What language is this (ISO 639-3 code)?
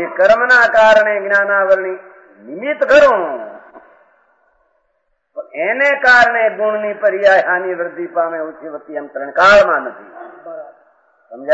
guj